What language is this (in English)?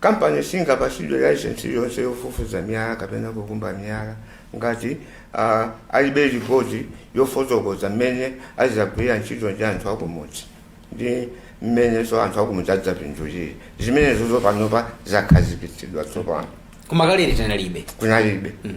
Nyanja